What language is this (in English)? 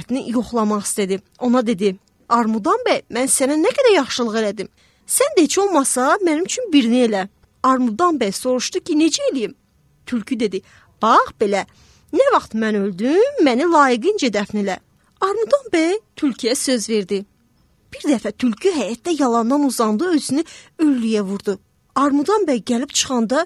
Azerbaijani